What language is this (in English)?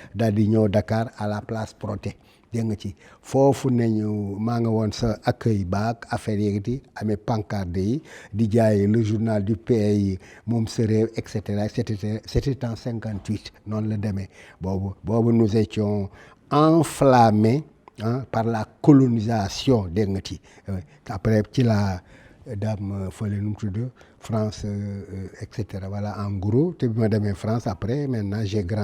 Wolof